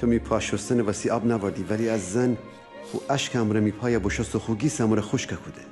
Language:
Gilaki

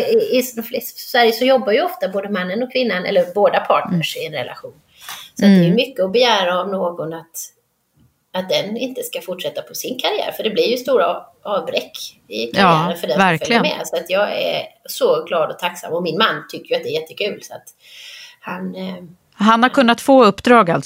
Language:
Swedish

